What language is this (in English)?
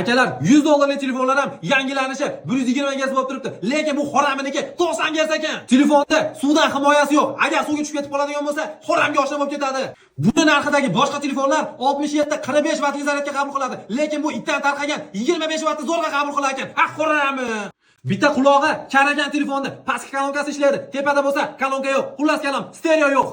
Uzbek